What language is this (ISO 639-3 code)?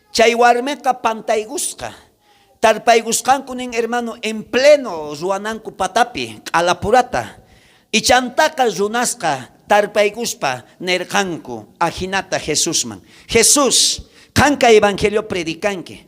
quh